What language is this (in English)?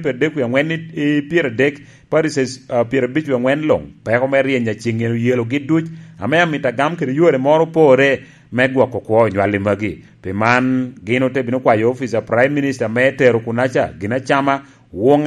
Lango (Uganda)